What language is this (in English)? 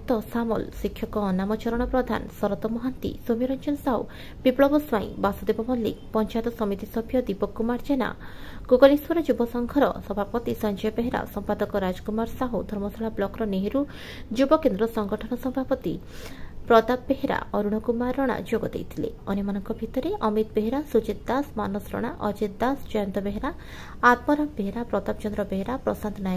Odia